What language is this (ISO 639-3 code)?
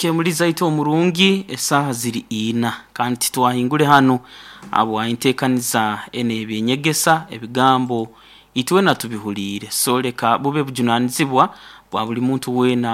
nyo